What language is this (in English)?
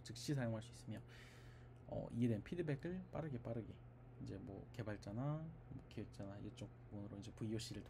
Korean